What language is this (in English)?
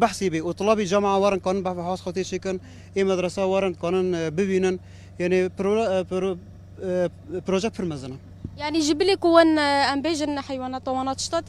Kurdish